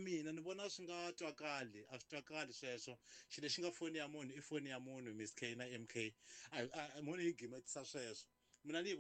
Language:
Tsonga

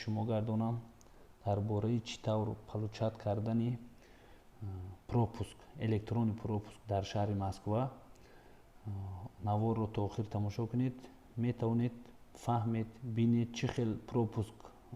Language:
Tajik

